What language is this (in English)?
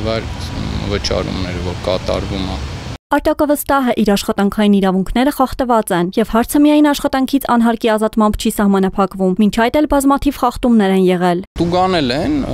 Armenian